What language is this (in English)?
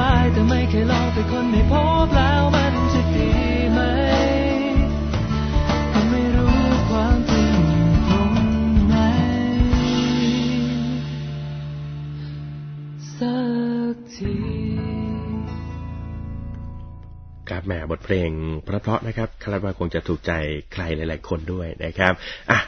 Thai